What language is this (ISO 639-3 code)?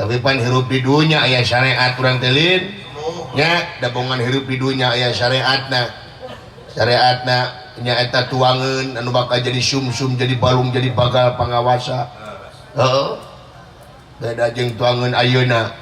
sun